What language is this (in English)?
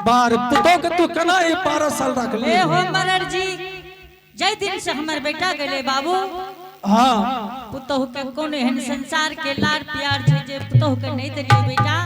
Angika